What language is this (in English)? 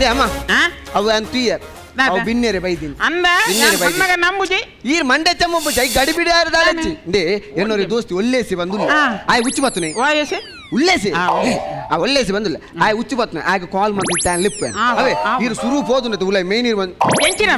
Tulu